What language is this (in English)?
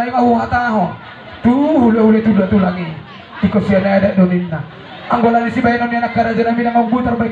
Batak Toba